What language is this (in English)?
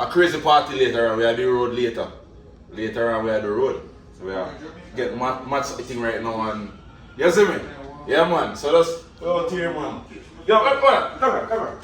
Jamaican Creole English